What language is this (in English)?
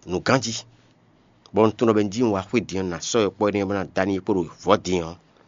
Fon